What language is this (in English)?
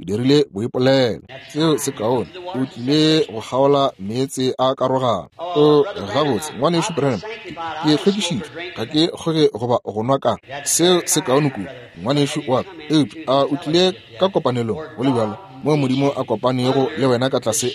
Northern Sotho